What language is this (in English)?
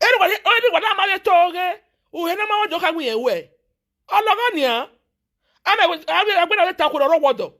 Nigerian Pidgin